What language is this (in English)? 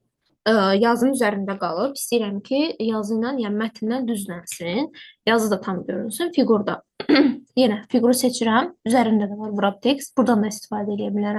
Azerbaijani